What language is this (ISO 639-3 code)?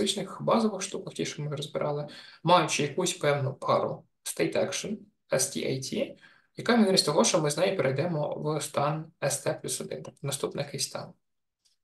ukr